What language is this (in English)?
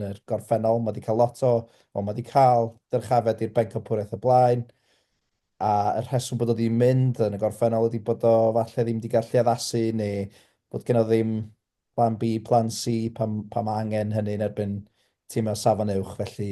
Welsh